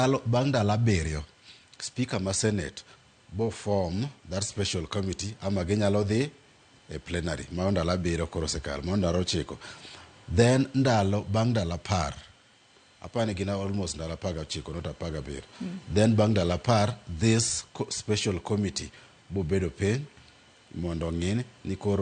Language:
Luo (Kenya and Tanzania)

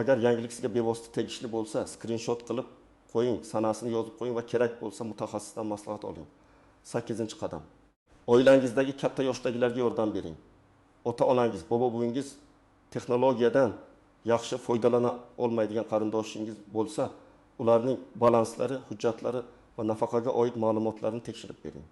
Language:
Uzbek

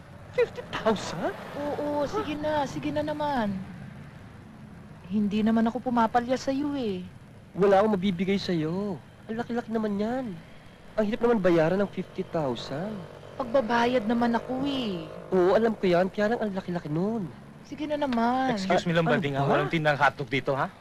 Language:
Filipino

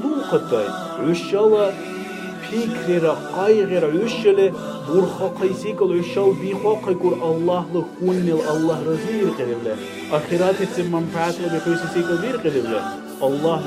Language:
Dargwa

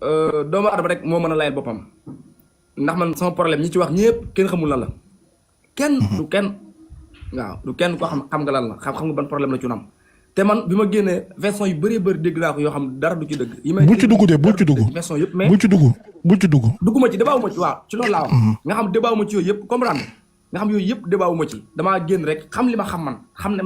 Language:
Wolof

